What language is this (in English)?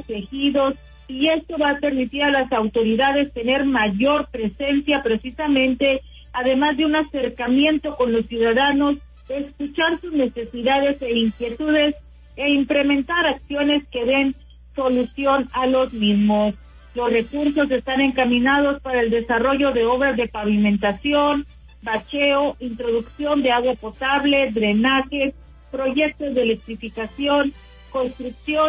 Spanish